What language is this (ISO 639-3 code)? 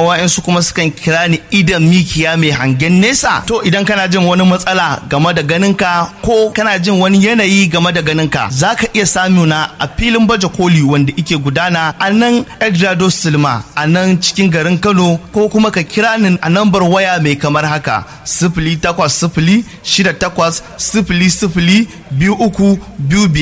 hau